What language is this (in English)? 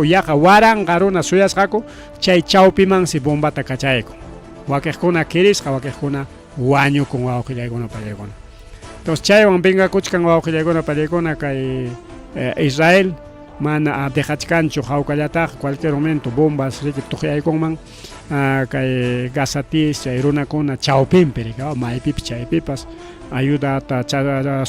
Ayacucho Quechua